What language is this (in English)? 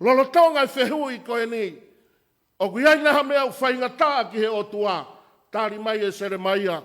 Tongan